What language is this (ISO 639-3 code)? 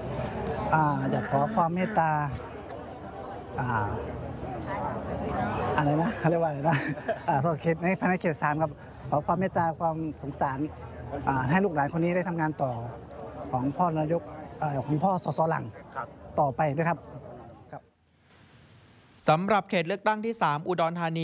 tha